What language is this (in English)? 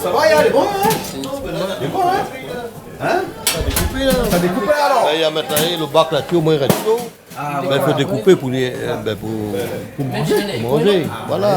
Réunion Creole French